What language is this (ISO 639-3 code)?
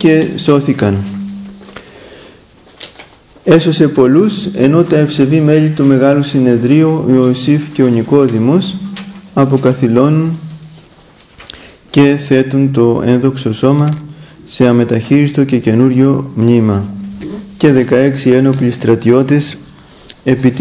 ell